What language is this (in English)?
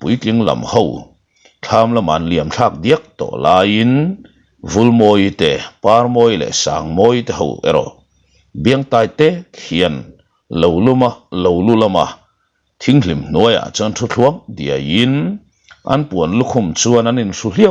Mizo